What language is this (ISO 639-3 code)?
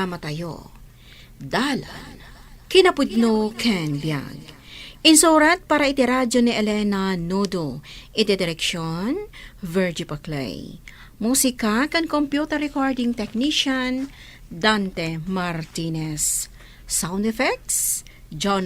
ilo